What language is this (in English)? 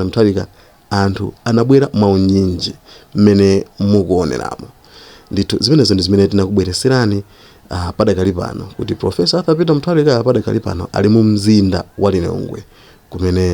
Nyanja